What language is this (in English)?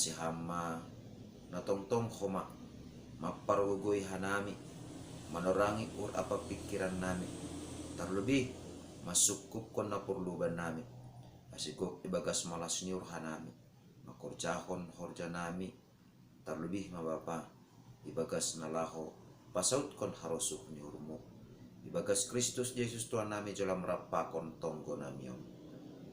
Batak Simalungun